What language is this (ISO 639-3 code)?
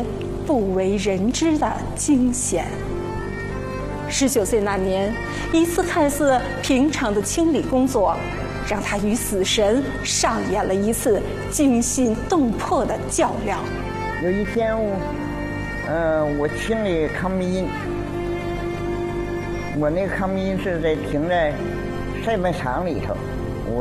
zho